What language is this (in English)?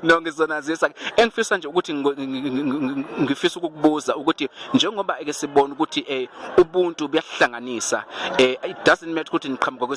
Zulu